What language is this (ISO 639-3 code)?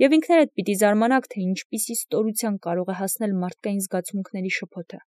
hye